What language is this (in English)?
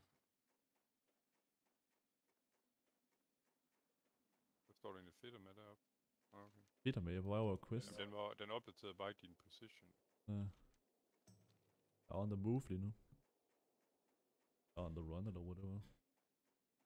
Danish